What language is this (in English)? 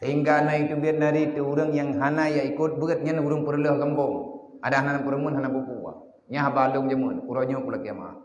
Achinese